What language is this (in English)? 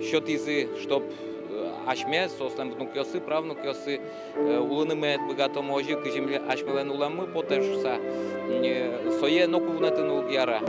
Udmurt